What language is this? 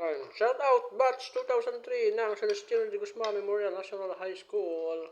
Waray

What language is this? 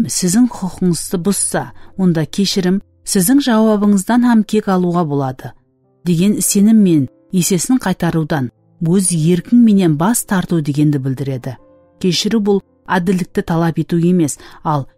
Kara-Kalpak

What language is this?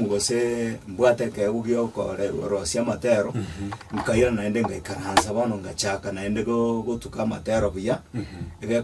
Gusii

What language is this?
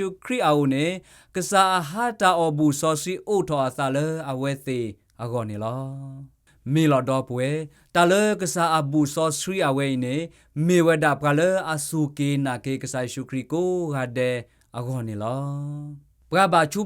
S'gaw Karen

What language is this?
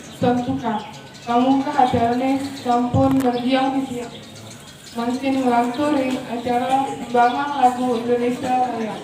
Balinese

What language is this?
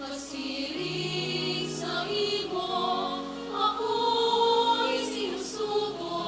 Bikol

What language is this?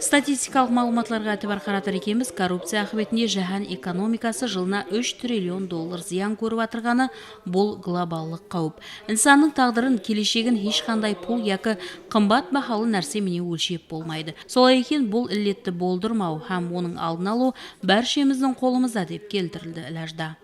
Kara-Kalpak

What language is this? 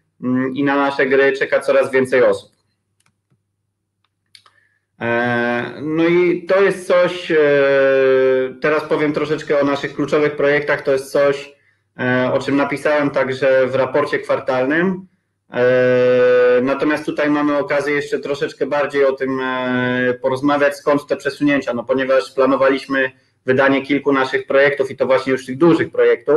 Polish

